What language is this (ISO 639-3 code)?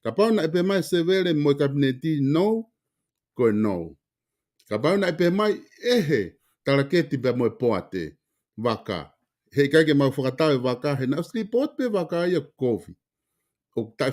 ton